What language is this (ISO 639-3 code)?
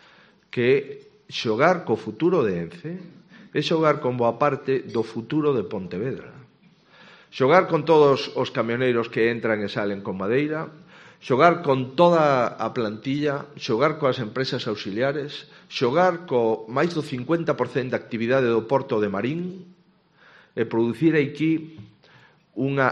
glg